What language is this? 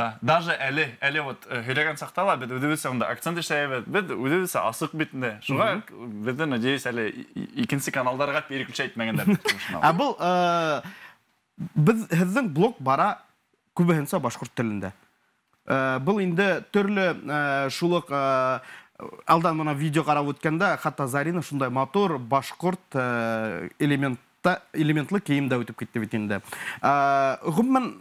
Bashkir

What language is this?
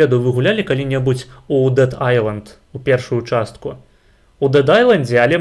Belarusian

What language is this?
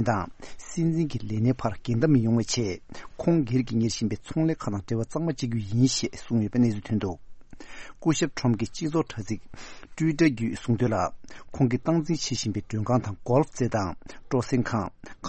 Tibetan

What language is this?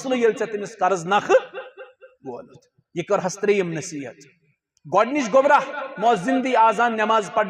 Kashmiri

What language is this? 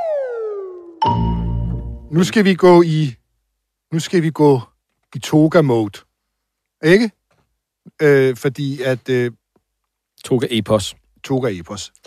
Danish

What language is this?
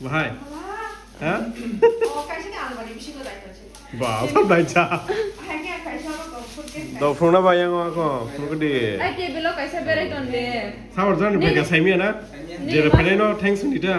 Kok Borok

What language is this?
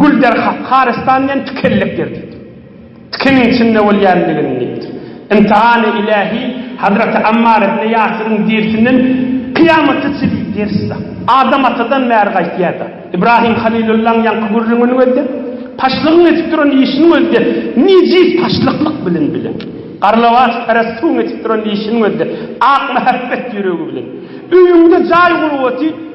Turkmen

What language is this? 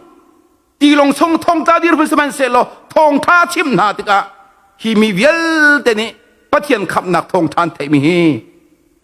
Hakha Chin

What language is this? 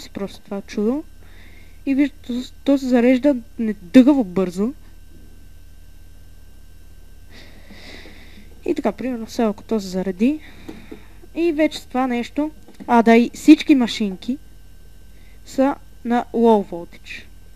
Bulgarian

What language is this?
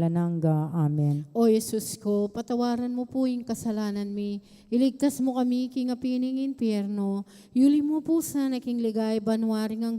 Pampanga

